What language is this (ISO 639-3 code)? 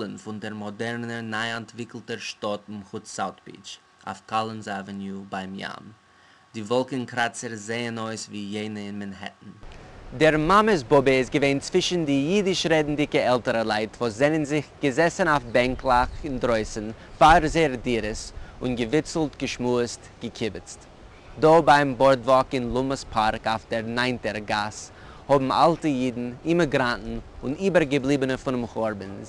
yid